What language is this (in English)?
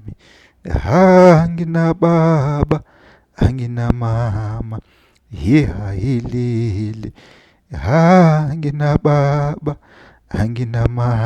Zulu